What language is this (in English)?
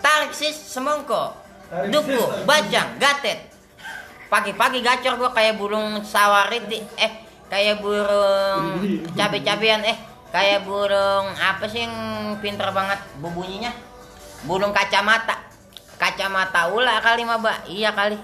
Betawi